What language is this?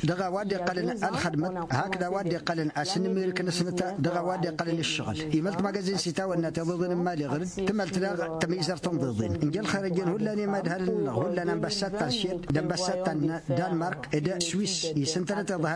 Tamasheq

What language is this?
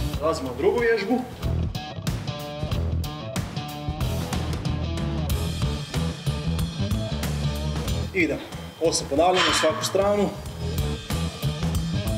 Croatian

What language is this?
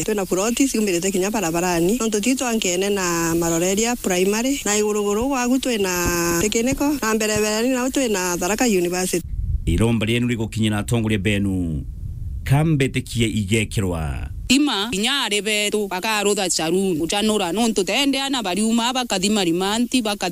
Meru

